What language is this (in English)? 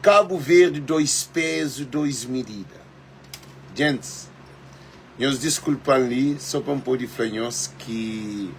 Kabuverdianu